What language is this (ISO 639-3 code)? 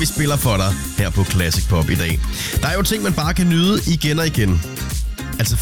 dan